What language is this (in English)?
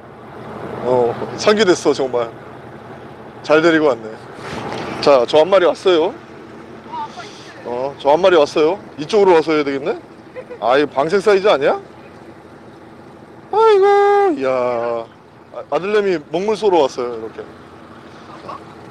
Korean